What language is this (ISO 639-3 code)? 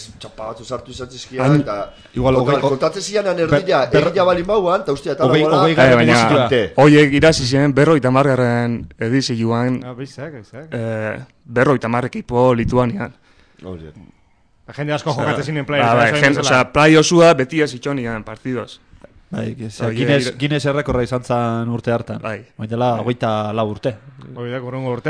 eus